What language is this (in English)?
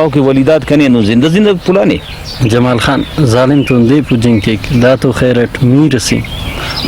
Brahui